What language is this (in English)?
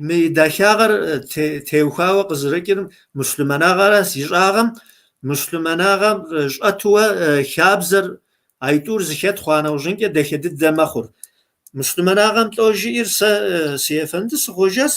Kabardian